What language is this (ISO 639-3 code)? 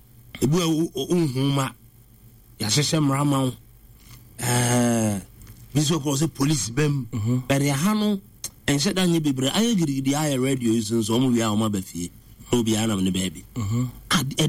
aka